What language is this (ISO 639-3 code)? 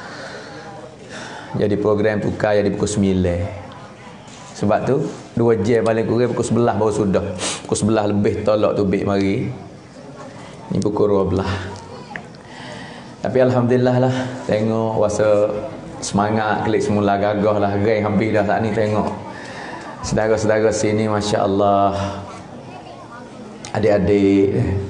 msa